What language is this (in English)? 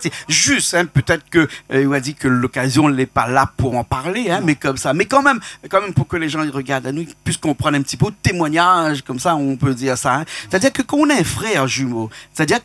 Réunion Creole French